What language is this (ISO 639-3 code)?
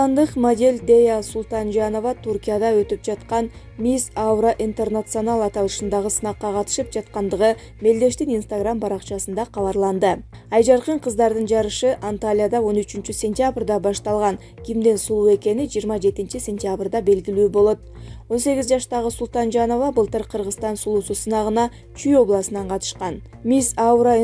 kir